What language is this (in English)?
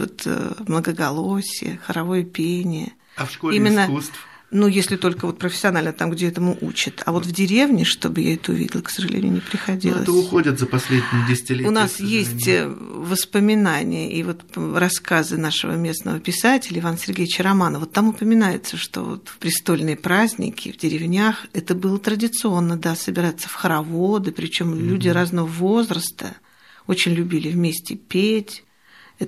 Russian